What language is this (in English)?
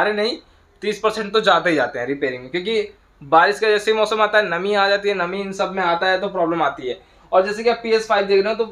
Hindi